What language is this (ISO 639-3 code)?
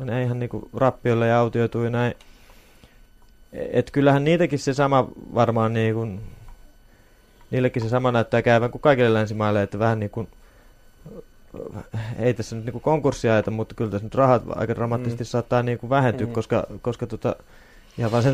fin